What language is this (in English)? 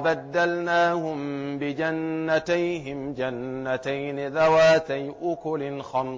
Arabic